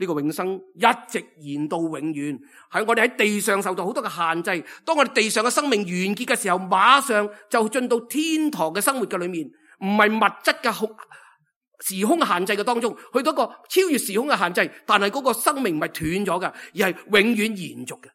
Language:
Cantonese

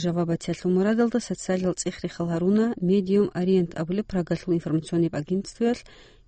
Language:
Avaric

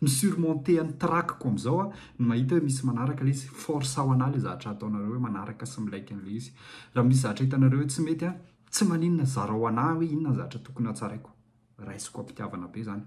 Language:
Malagasy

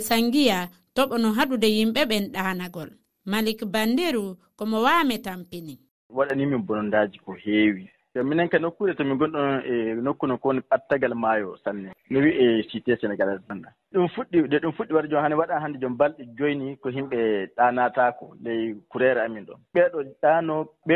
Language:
Fula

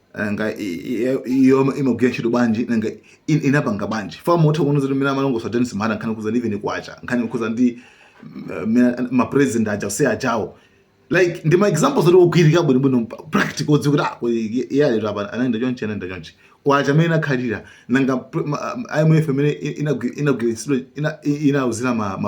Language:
Nyanja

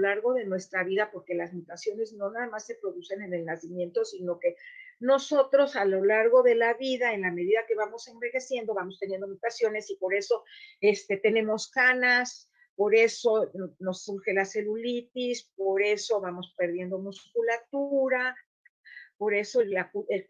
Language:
Ladino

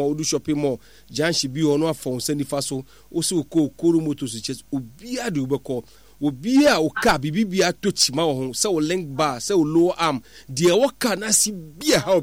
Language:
Akan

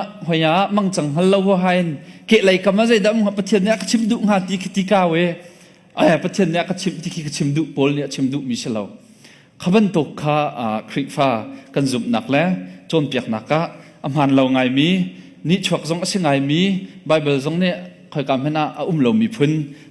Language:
Hakha Chin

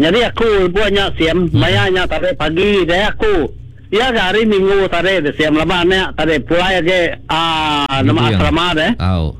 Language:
Iban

